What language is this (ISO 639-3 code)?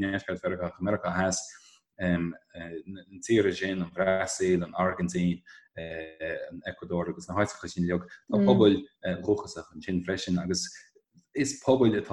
gle